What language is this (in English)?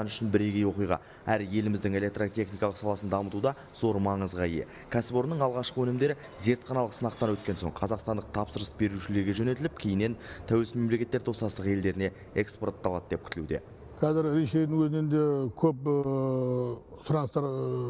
Kazakh